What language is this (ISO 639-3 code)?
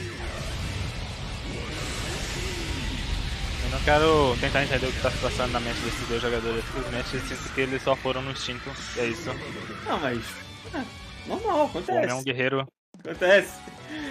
por